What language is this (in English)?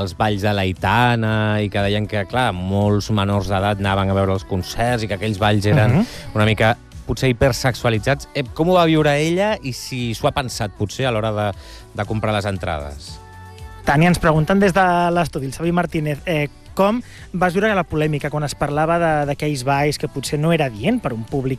Catalan